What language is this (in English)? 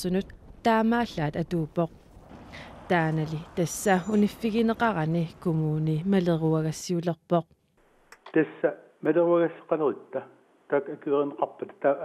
Kalaallisut